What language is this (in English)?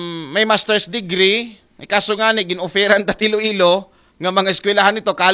Aklanon